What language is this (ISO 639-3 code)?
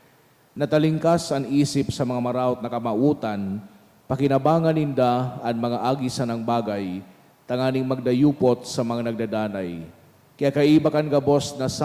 bik